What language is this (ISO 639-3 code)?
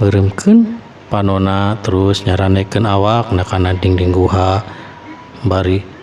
sun